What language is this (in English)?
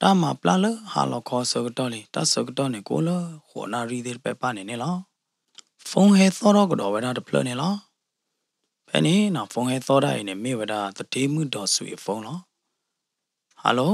S'gaw Karen